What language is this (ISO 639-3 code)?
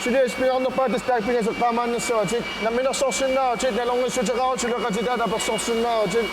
kal